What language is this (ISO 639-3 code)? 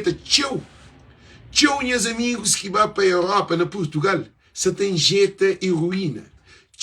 kea